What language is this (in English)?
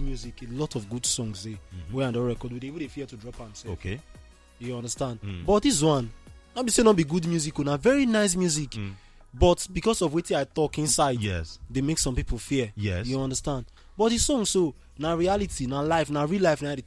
Nigerian Pidgin